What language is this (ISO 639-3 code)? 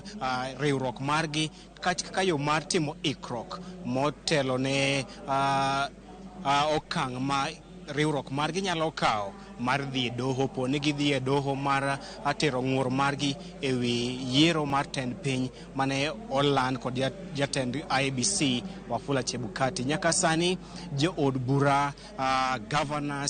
luo